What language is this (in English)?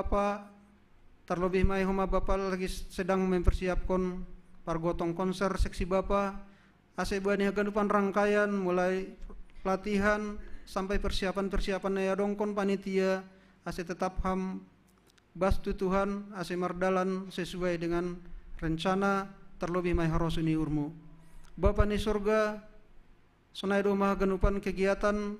Batak Simalungun